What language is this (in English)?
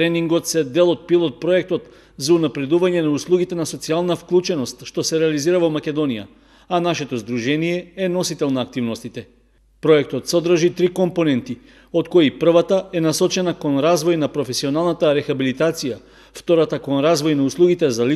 Macedonian